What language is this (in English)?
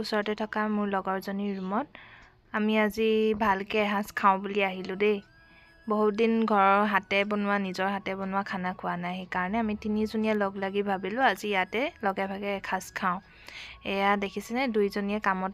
Assamese